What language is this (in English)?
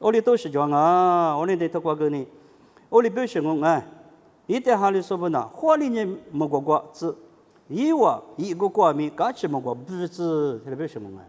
Lisu